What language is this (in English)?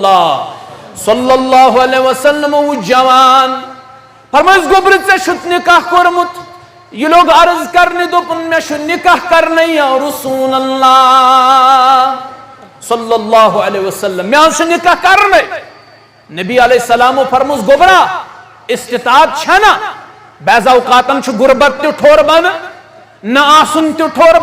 Kashmiri